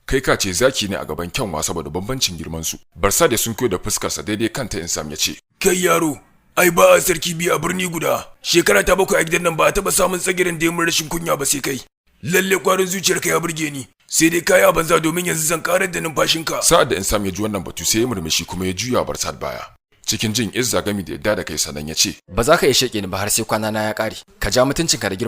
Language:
Hausa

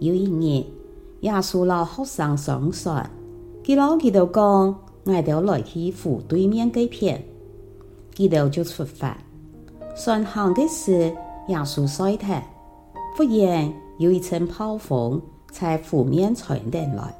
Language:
Hakka Chinese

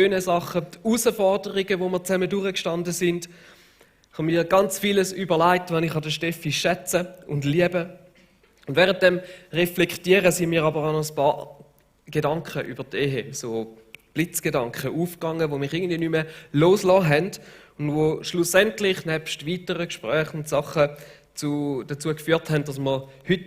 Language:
Swiss German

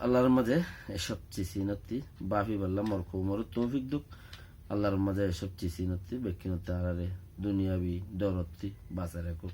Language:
Rohingya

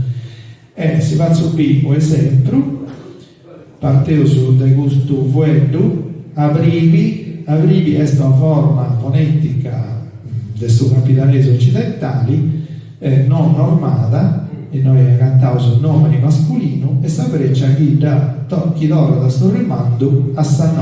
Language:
Sardinian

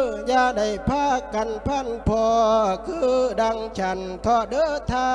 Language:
Lao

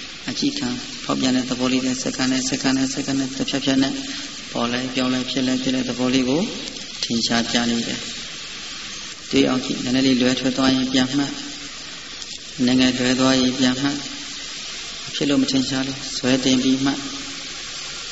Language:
Burmese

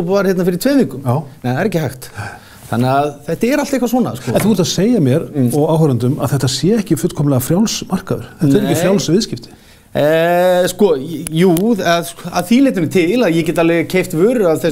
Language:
Icelandic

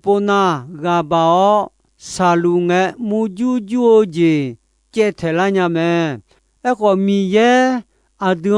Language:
Akha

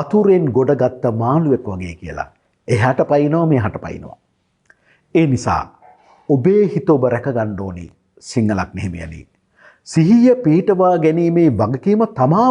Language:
Sinhala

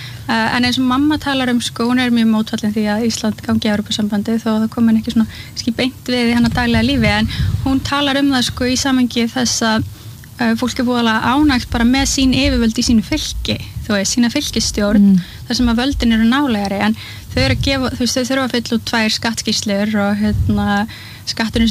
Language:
Icelandic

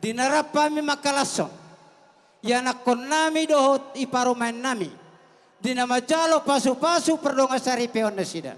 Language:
Batak Toba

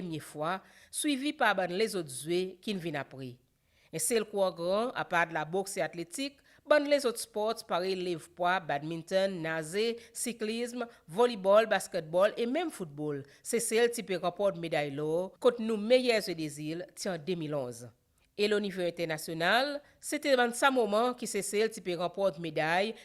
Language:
Seselwa Creole French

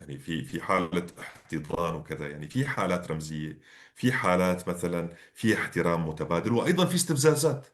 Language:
North Levantine Arabic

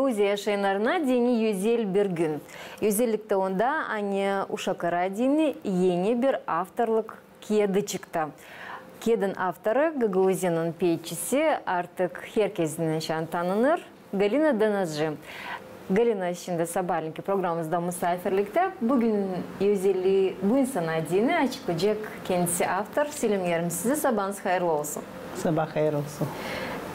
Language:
Gagauz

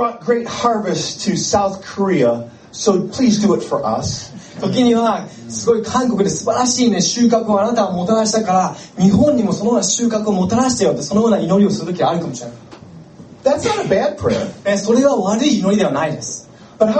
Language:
Japanese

